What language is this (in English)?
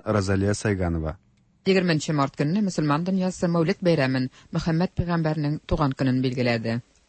Tatar